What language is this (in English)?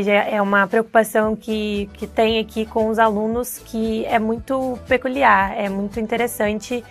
Portuguese